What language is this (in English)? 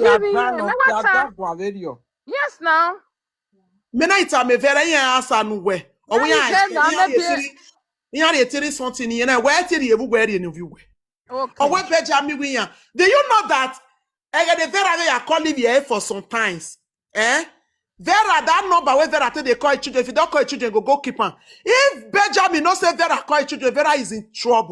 Nigerian Pidgin